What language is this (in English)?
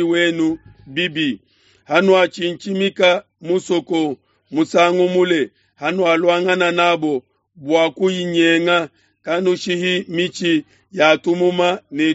Luba-Lulua